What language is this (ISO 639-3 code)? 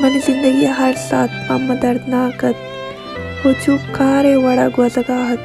bal